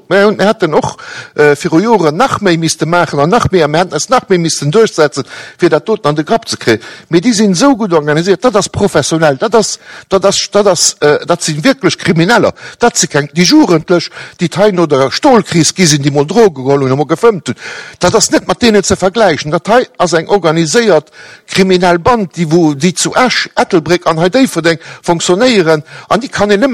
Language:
Luxembourgish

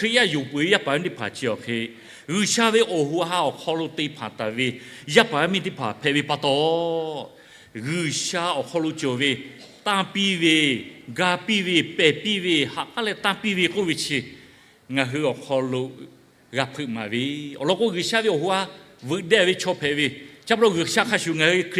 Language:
Lahu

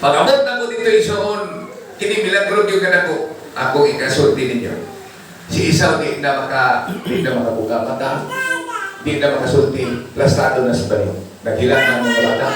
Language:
Cebuano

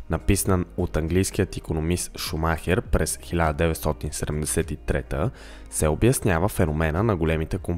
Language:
Bulgarian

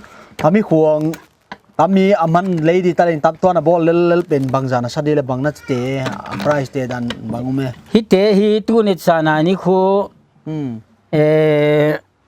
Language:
Paite Chin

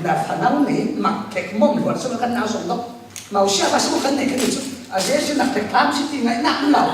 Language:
Falam Chin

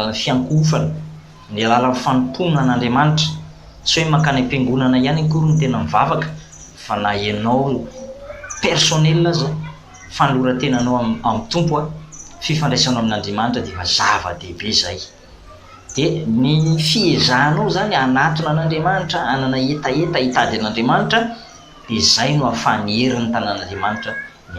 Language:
Malagasy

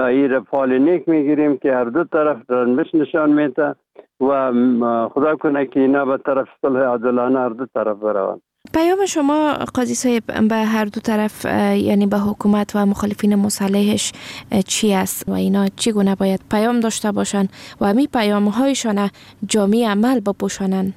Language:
Persian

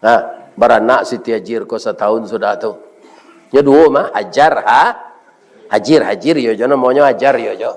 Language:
Minangkabau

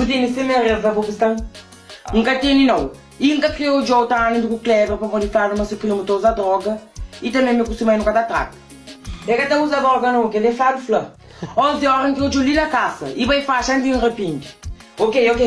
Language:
Kabuverdianu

